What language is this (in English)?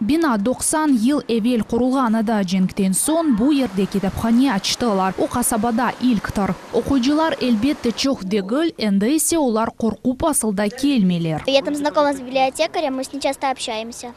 Crimean Tatar